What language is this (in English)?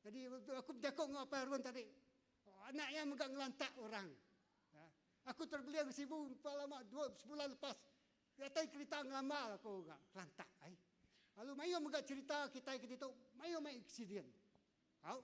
Iban